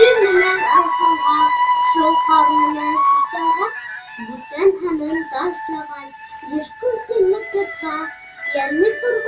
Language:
Bashkir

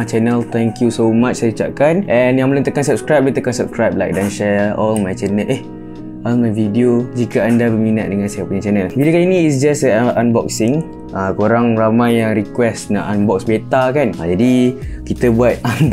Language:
Malay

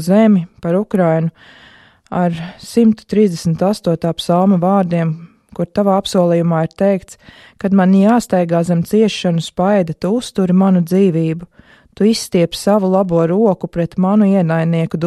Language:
Latvian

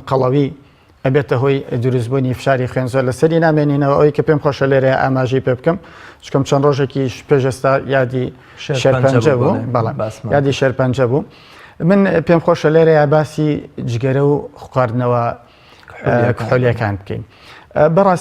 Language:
Central Kurdish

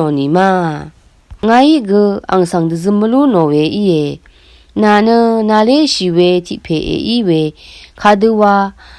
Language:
Rawang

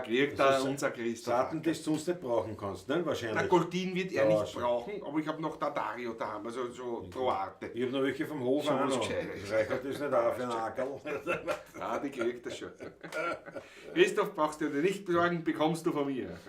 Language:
Bavarian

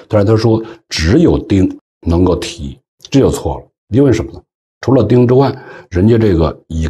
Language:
Chinese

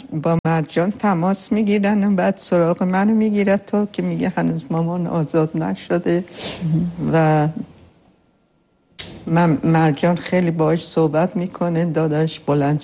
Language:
Persian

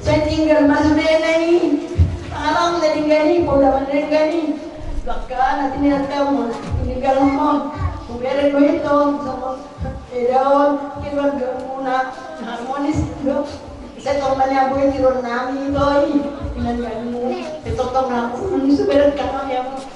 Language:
Batak Toba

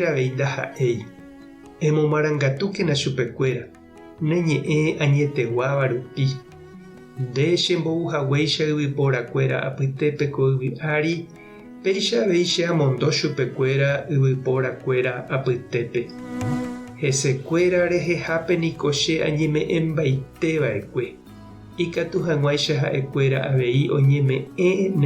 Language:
Guarani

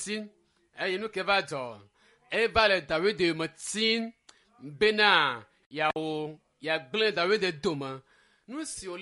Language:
Ewe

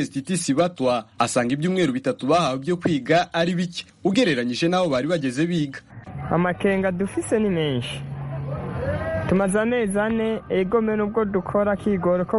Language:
Kinyarwanda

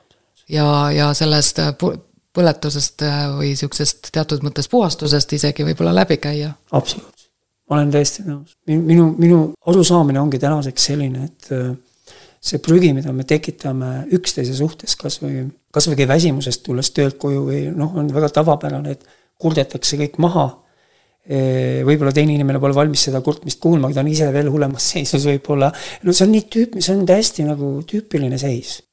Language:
Estonian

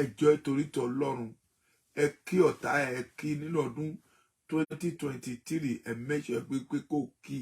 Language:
Yoruba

